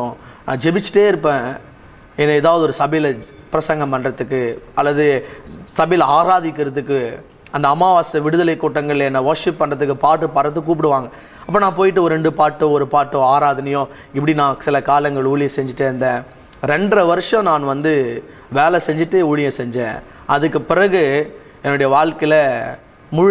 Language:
Tamil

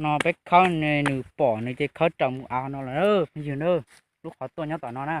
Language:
Hmong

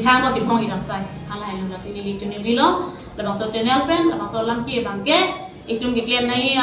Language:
Karbi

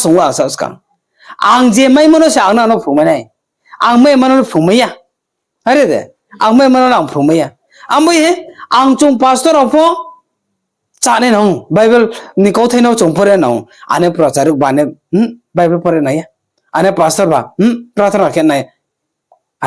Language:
Riang (India)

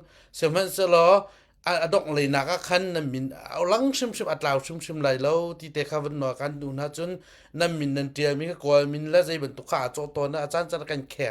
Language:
Hakha Chin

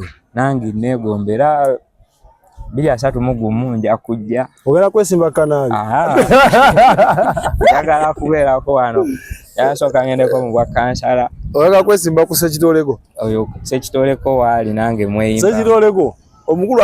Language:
Ganda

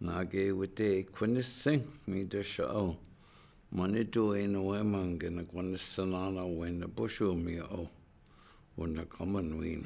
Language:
Chippewa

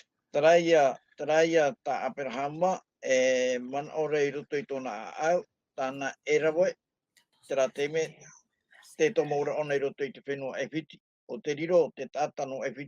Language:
Tahitian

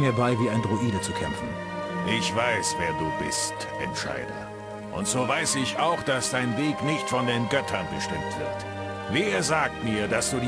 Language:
Bavarian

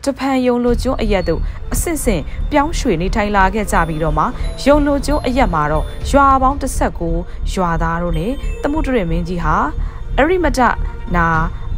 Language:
Burmese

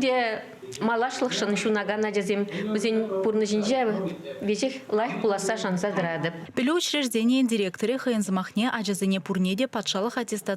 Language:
Chuvash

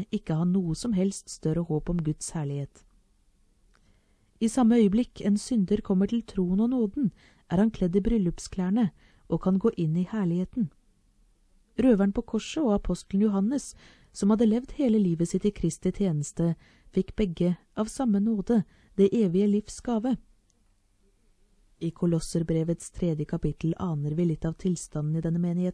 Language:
Norwegian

